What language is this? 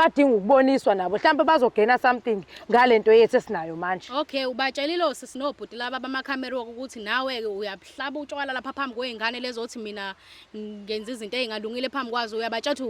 Zulu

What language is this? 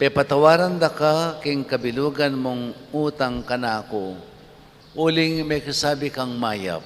Pampanga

